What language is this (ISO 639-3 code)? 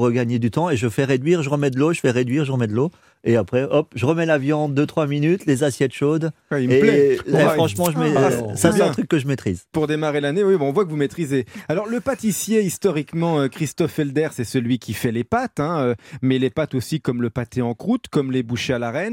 fra